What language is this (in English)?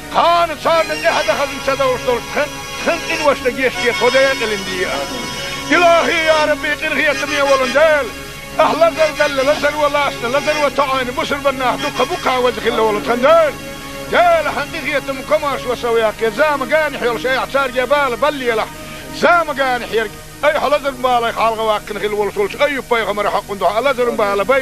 Chechen